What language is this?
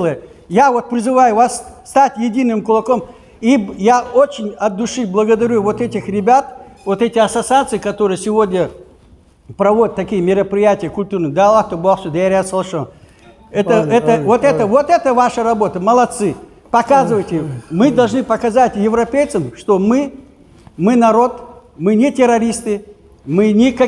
Ingush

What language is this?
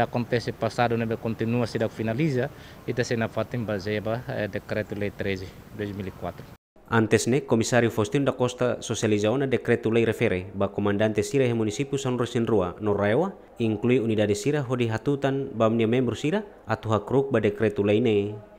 Tetum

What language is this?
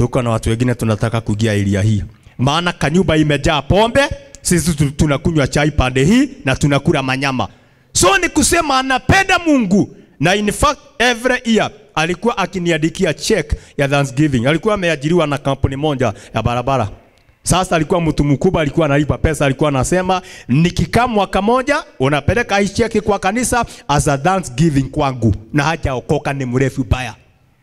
Swahili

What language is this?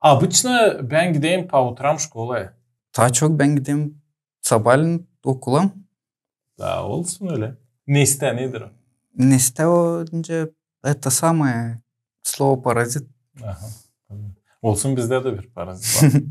Gagauz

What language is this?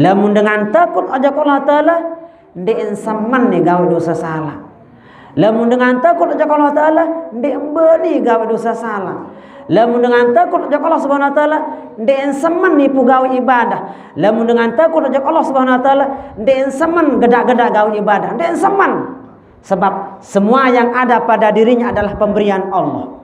Sasak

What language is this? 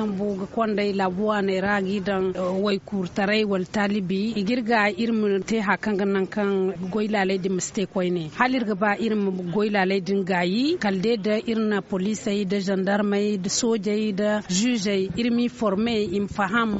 Zarma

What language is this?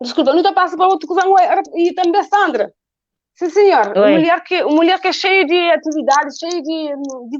Kabuverdianu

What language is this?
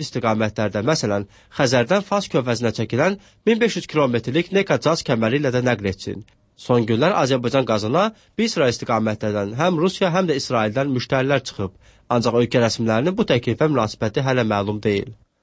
Azerbaijani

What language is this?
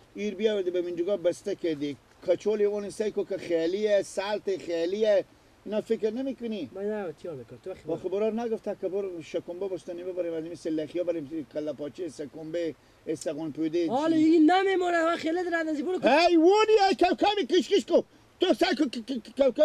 Persian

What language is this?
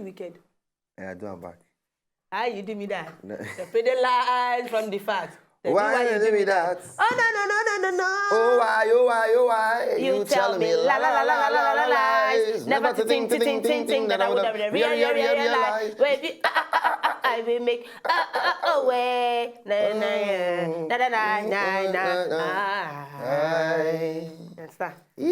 Nigerian Pidgin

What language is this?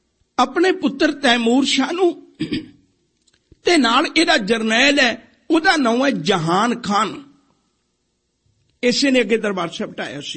Punjabi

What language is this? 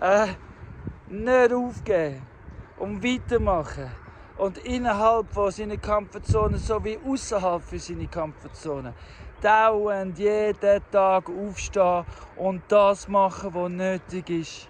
Swiss German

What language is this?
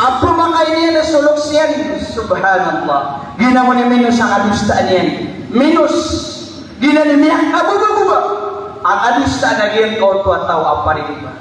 Maranao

